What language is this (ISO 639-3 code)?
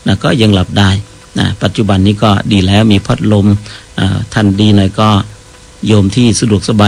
tha